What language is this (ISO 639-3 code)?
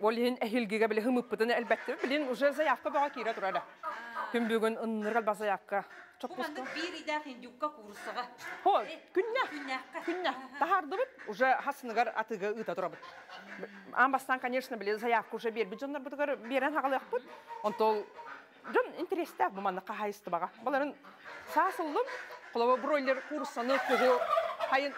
sah